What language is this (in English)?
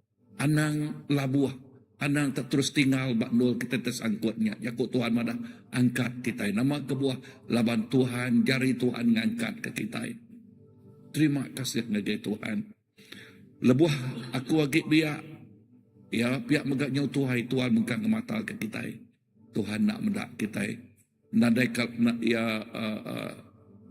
Iban